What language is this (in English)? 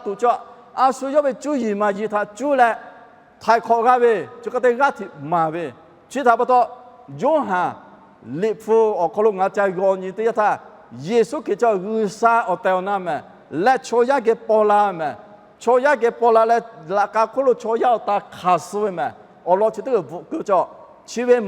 Lahu